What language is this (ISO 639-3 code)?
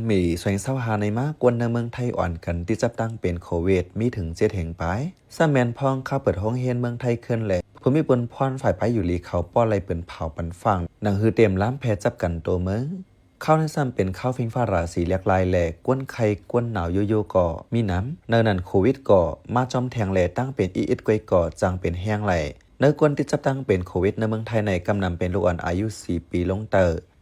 shn